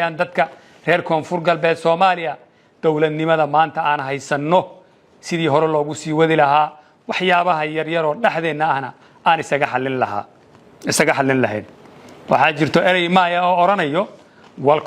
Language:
Somali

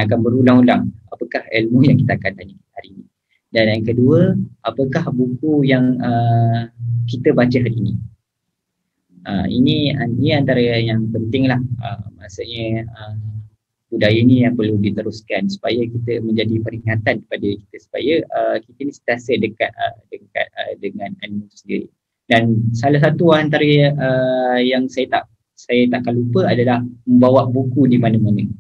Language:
Malay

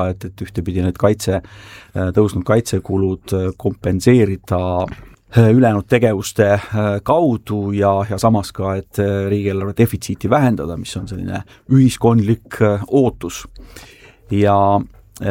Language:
Estonian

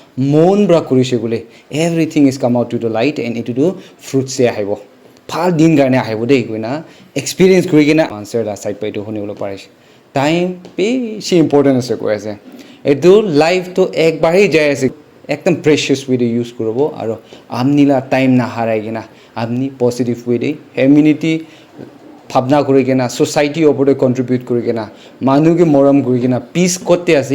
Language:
Naga Pidgin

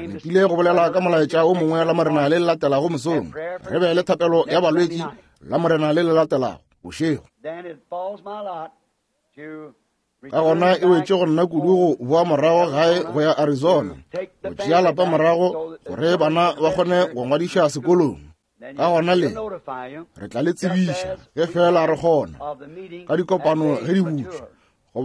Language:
Northern Sotho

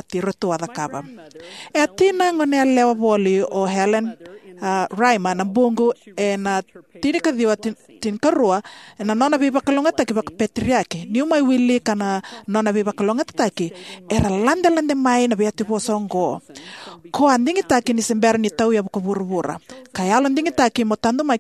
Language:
Fijian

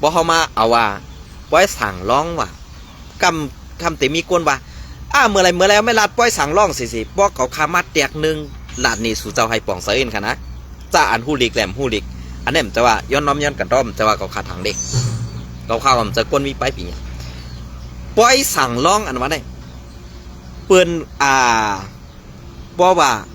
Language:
Shan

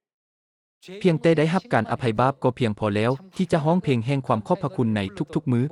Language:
Lao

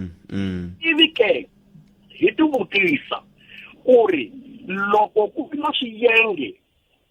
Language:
Tsonga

